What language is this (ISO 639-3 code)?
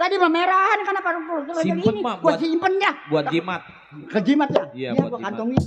bew